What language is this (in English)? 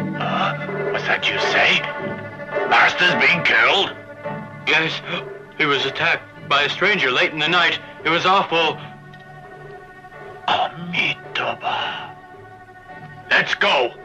English